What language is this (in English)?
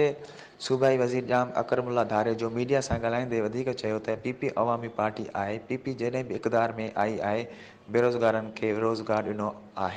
Sindhi